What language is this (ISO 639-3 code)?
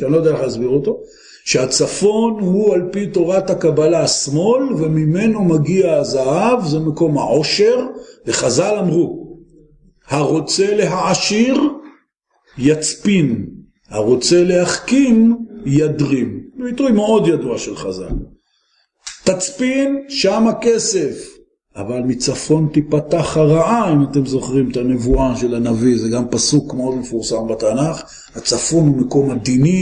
heb